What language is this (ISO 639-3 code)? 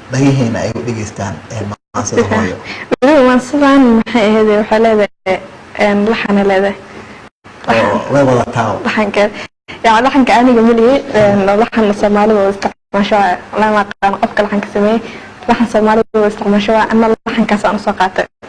som